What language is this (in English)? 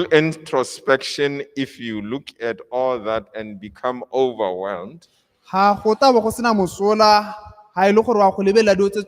Tswana